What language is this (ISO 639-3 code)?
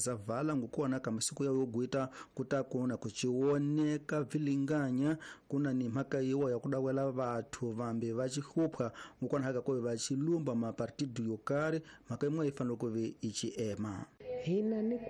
tso